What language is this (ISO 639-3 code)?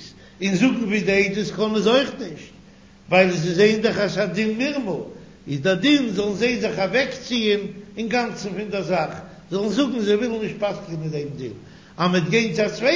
yid